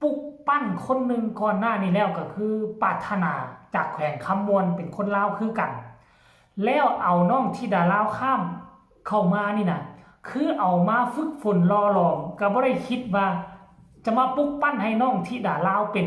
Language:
Northeastern Thai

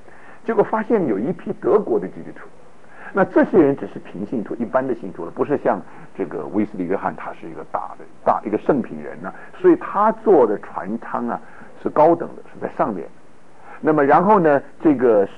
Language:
Chinese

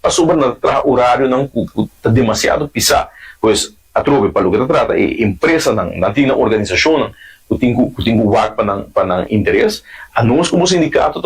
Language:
Papiamento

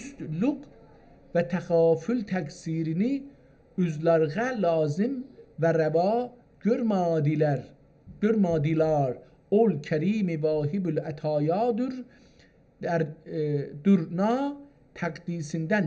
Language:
South Azerbaijani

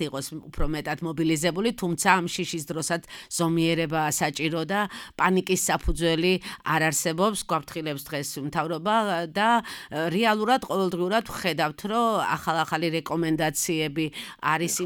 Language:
Georgian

